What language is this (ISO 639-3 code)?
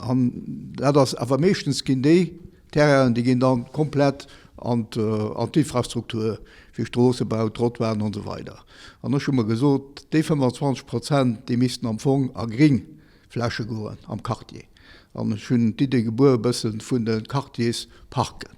ltz